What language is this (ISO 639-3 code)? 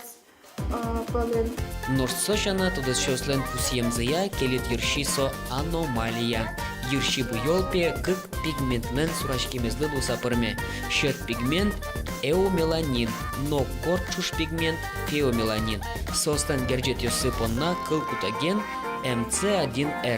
udm